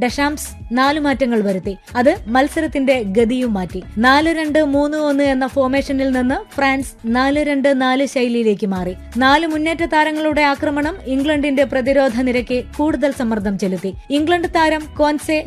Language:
Malayalam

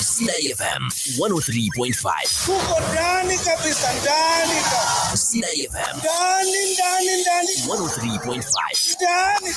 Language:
Masai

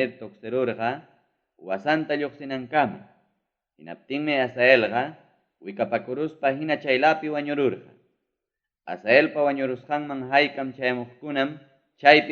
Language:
Ayacucho Quechua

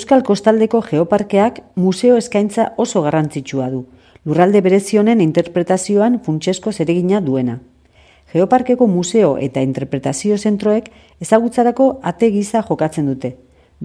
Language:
Basque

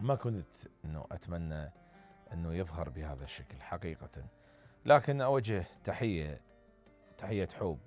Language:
Mesopotamian Arabic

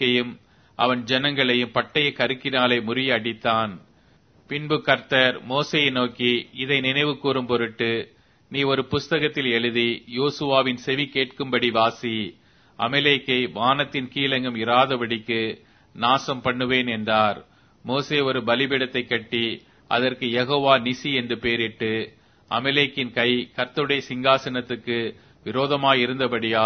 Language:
Tamil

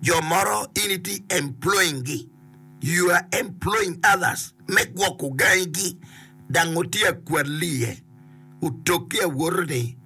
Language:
Acoli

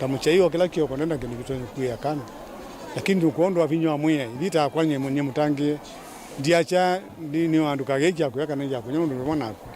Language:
Kamba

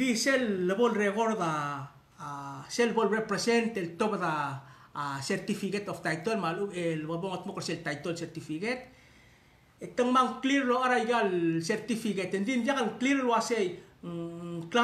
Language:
Palauan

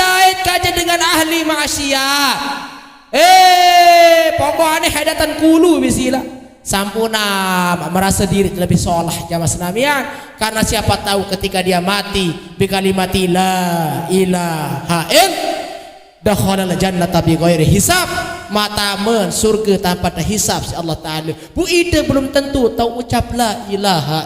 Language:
Sasak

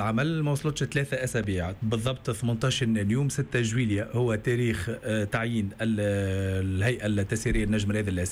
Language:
Tunisian Arabic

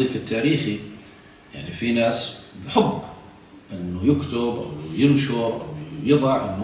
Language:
South Levantine Arabic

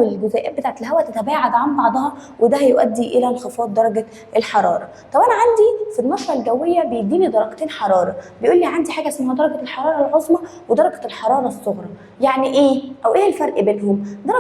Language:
Egyptian Arabic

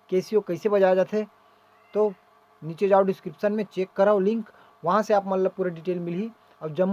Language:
Chhattisgarhi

